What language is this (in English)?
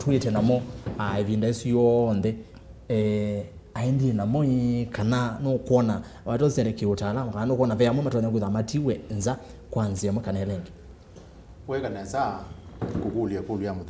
Kamba